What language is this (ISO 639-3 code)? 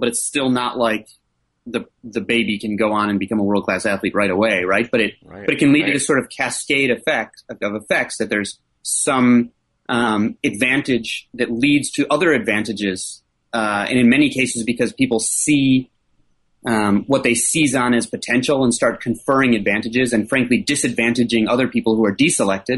eng